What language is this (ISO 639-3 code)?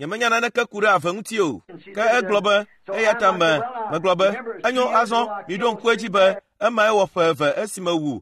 ewe